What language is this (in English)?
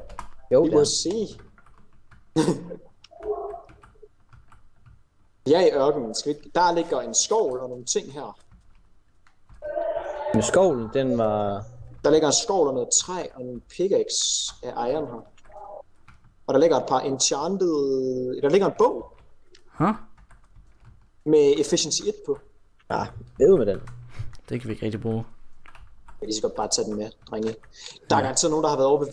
Danish